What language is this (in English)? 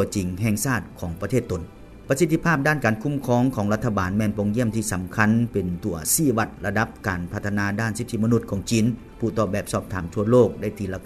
Lao